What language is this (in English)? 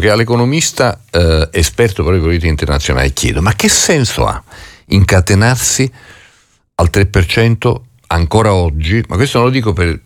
Italian